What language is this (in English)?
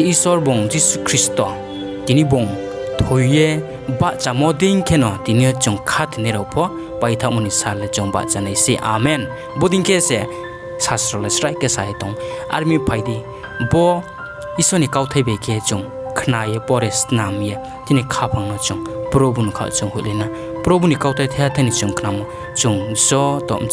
Riang (India)